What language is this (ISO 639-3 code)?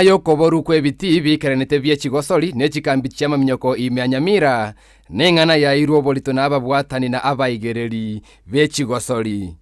guz